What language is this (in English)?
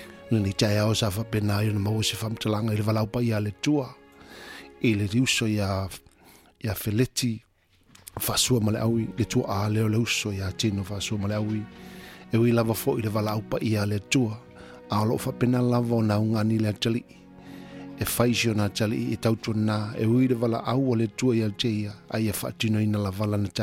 Samoan